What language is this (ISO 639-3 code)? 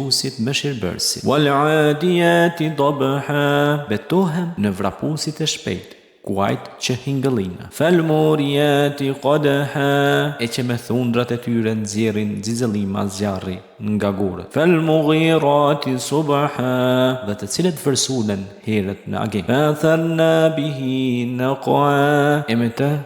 sqi